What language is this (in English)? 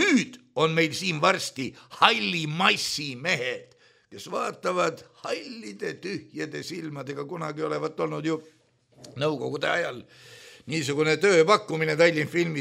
Estonian